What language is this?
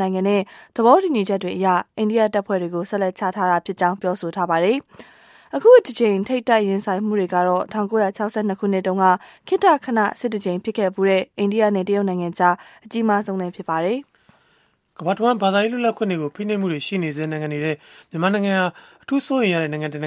Burmese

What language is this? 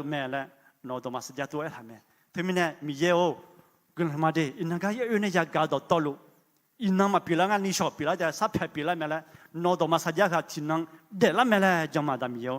Akha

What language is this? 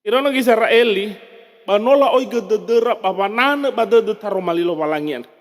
Nias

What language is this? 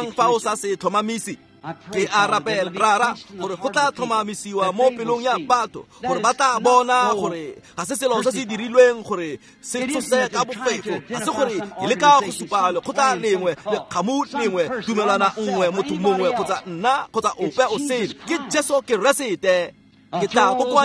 Tswana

